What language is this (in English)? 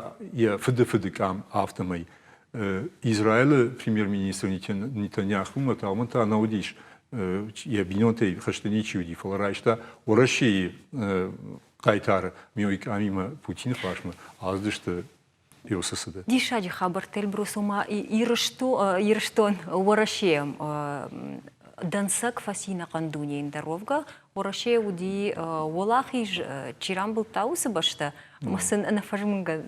Ossetic